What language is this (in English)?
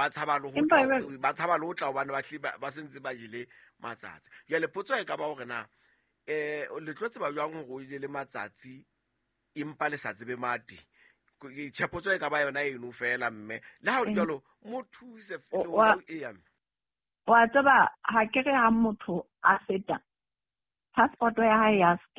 Southern Sotho